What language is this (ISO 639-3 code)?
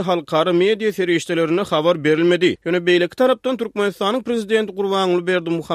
tuk